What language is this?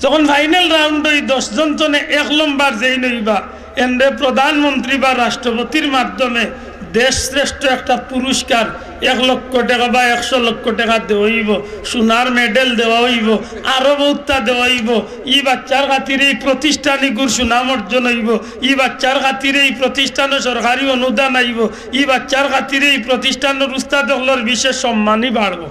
Sylheti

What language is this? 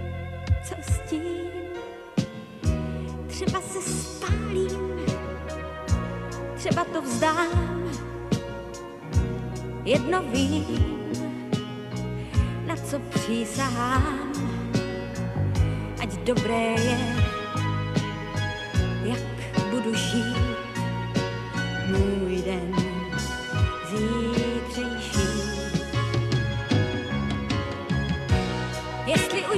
Czech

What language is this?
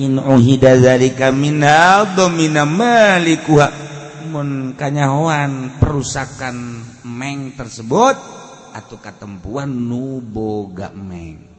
Sundanese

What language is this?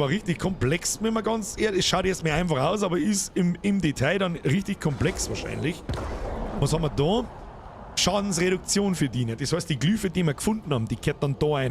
Bavarian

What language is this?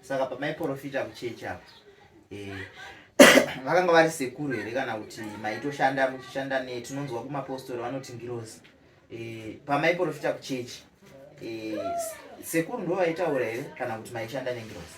Shona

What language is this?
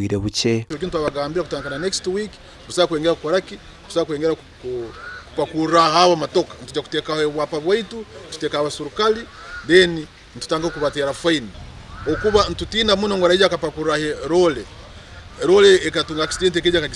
Nyankole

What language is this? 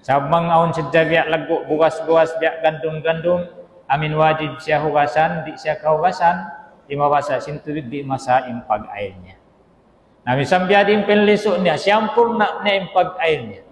Tausug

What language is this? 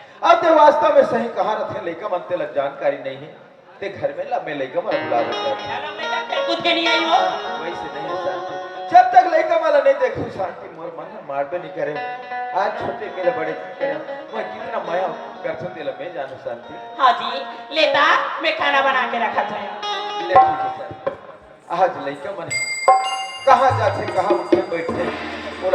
Chhattisgarhi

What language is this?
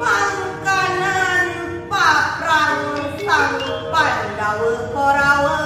Balinese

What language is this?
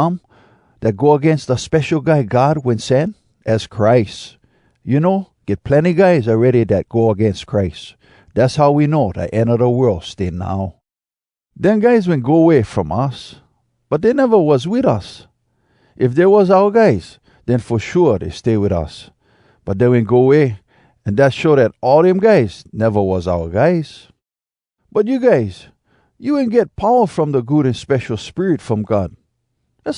Hawai'i Creole English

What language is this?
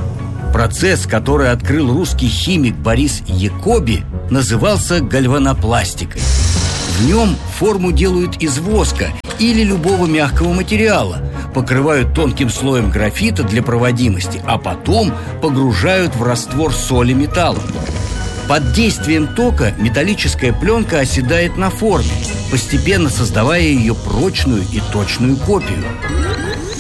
Russian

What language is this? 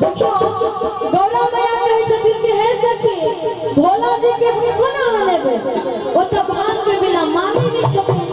Maithili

